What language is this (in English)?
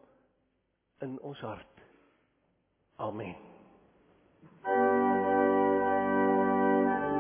Afrikaans